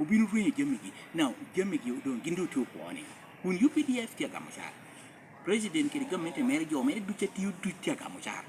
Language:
Lango (Uganda)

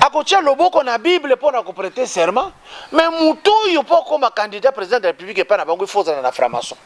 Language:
Lingala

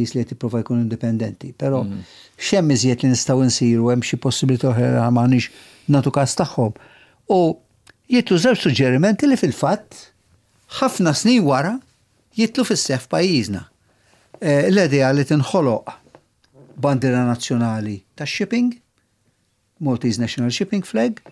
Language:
Maltese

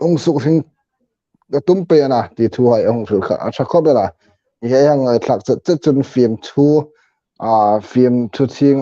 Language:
Hmar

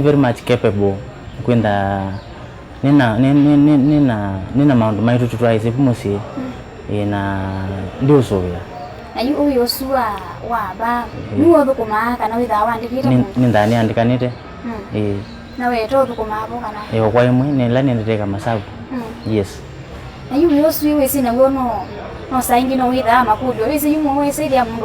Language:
Kamba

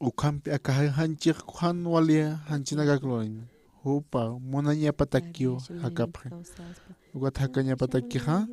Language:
Aymara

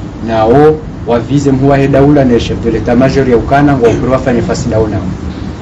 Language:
Ngazidja Comorian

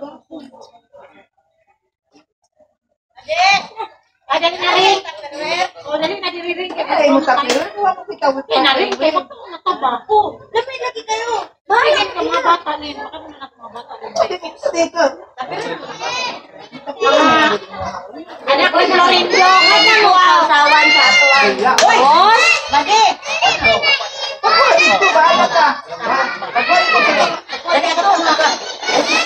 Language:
Filipino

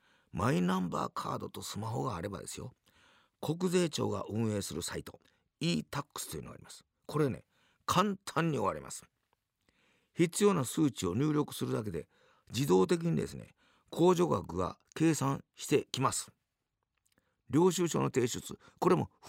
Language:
Japanese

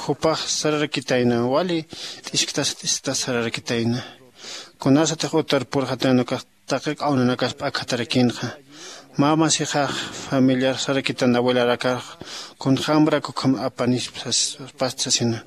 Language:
Aymara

